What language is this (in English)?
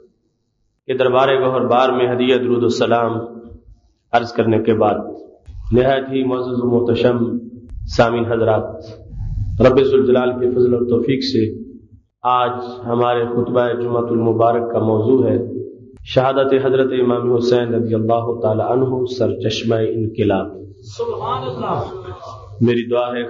Urdu